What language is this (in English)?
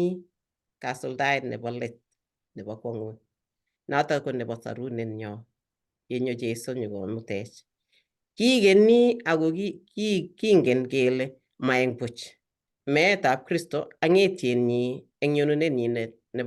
Kalenjin